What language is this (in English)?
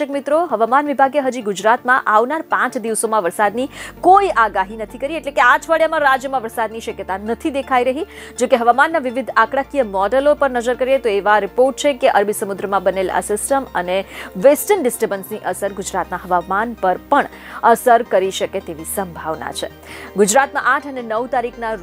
Gujarati